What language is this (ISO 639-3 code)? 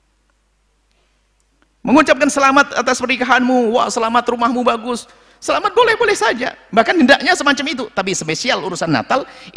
ind